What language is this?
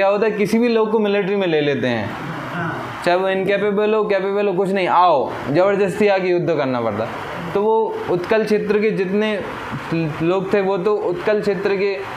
Hindi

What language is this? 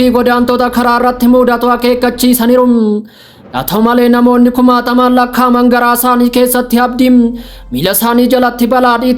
Oromo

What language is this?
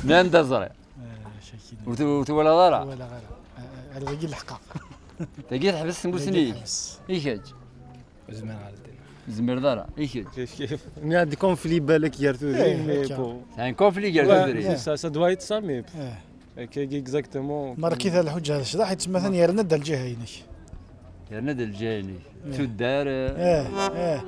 Kabyle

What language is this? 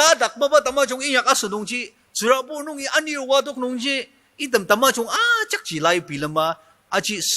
Ao Naga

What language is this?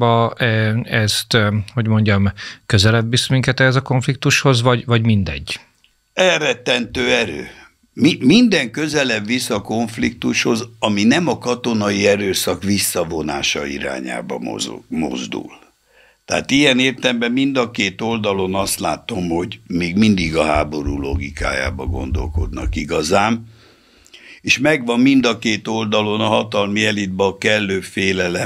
Hungarian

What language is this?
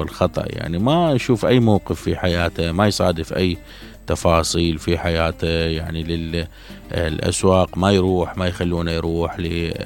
Mesopotamian Arabic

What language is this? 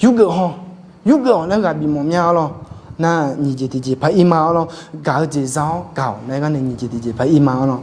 Akha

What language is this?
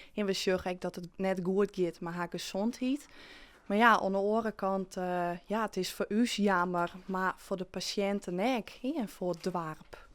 Western Frisian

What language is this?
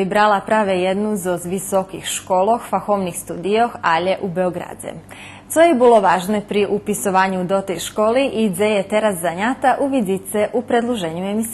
Rusyn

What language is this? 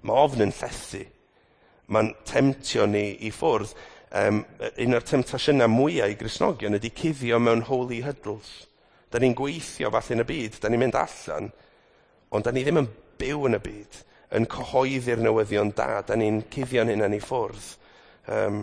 Welsh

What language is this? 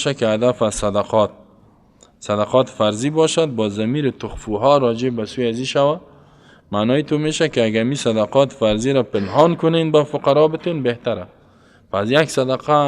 Persian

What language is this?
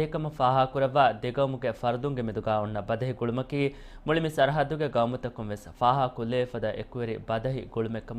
Divehi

